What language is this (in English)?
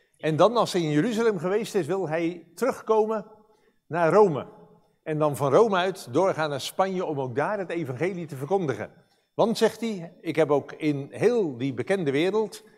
Dutch